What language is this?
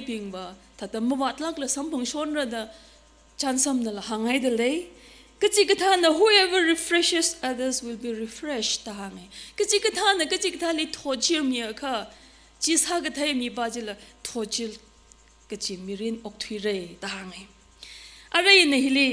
Tangkhul Naga (India)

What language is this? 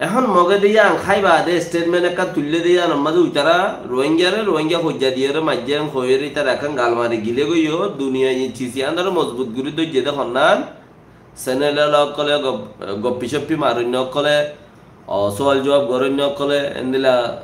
Rohingya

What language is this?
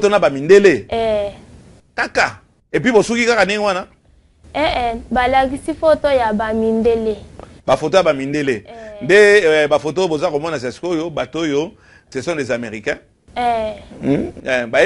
Lingala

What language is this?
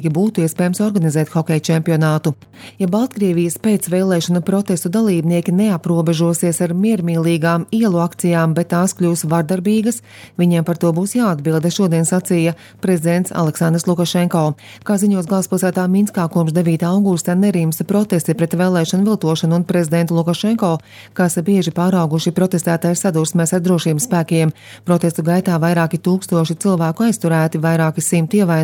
Latvian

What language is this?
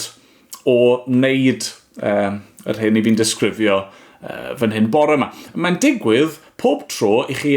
Welsh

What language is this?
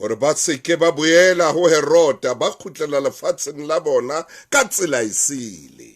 Southern Sotho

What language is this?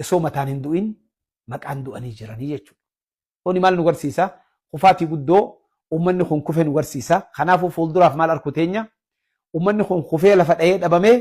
Oromo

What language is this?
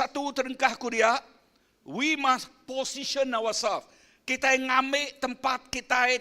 Iban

